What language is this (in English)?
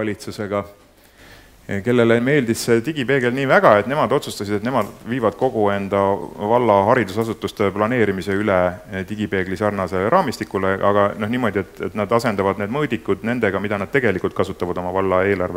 Estonian